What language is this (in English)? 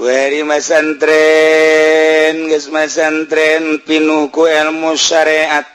Sundanese